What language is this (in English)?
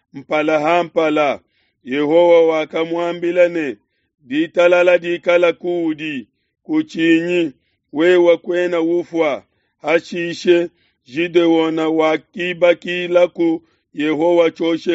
Luba-Lulua